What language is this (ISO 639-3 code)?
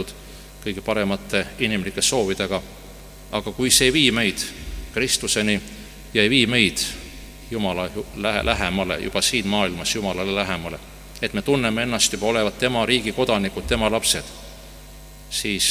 est